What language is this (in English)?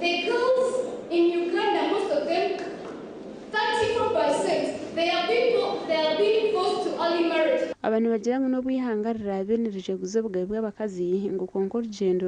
Nyankole